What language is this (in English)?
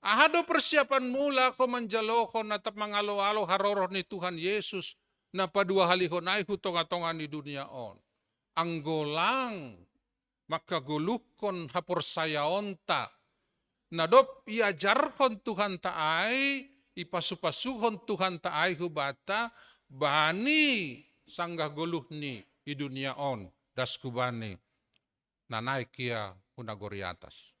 Batak Simalungun